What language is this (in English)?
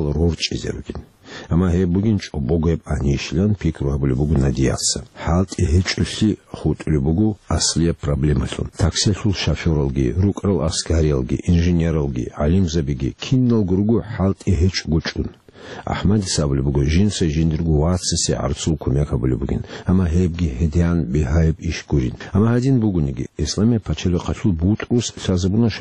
Avaric